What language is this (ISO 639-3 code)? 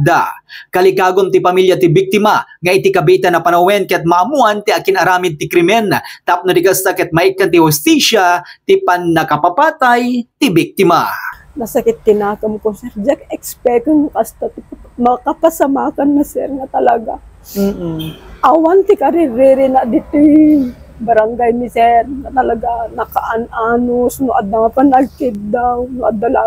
ilo